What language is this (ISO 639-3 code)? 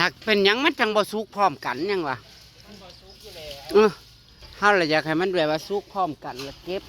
tts